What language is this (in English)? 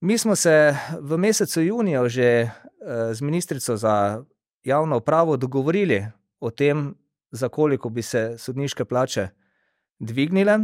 Slovenian